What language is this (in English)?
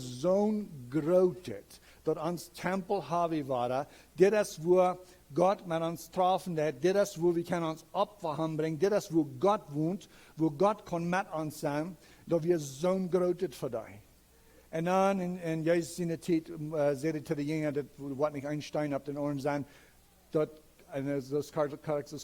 Plautdietsch